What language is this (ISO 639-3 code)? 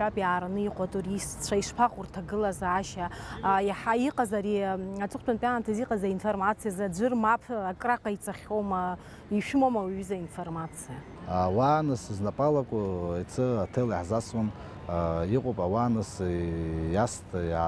abk